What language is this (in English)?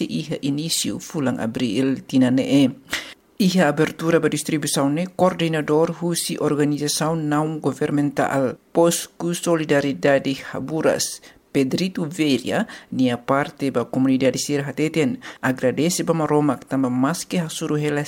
Tetum